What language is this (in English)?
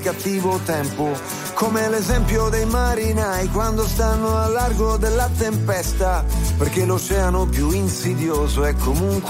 Italian